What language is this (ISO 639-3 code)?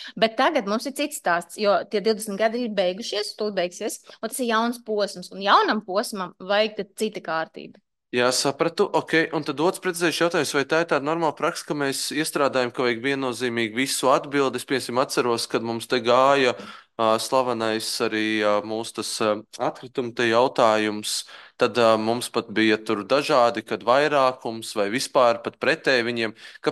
lav